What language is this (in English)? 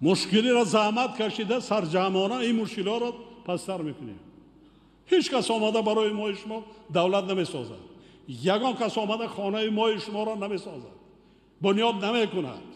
Tajik